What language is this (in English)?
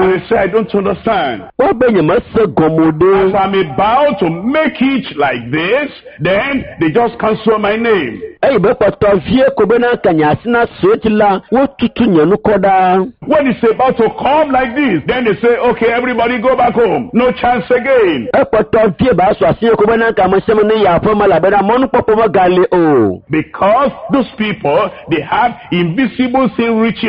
Ewe